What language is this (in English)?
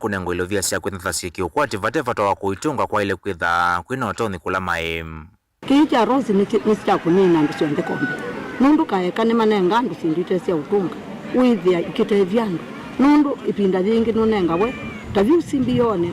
Kamba